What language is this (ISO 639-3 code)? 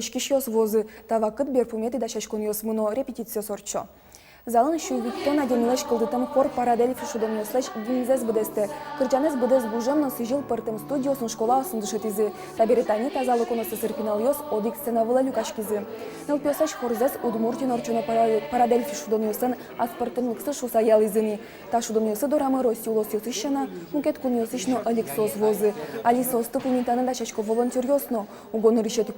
udm